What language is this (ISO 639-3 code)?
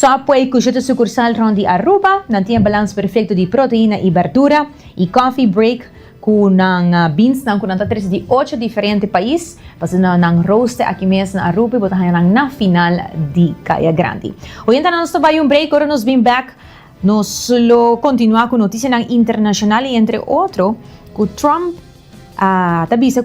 pap